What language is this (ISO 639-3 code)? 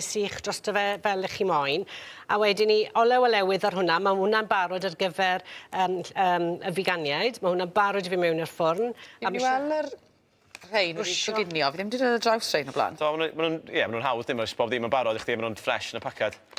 cym